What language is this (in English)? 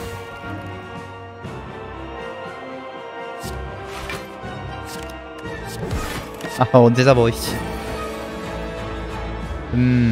Korean